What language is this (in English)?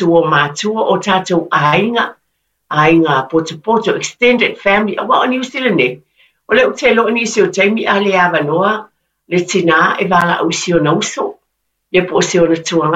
Samoan